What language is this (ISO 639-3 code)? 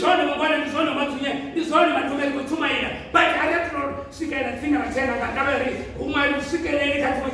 ven